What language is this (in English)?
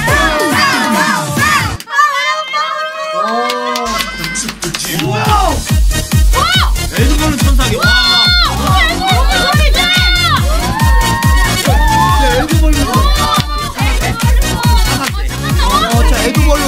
Korean